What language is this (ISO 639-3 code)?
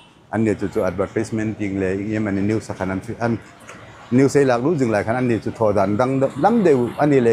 hmr